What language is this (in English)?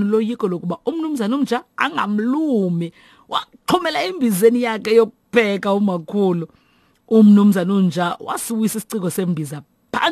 Xhosa